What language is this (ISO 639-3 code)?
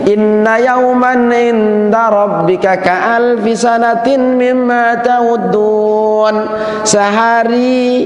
sas